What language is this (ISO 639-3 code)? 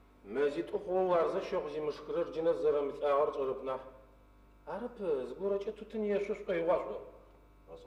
ady